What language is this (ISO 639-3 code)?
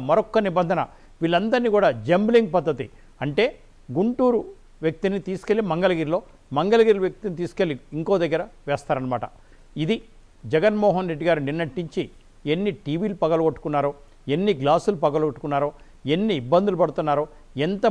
tel